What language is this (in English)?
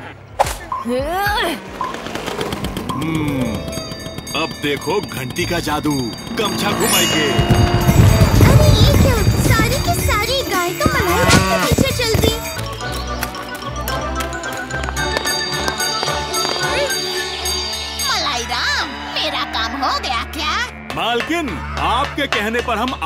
Hindi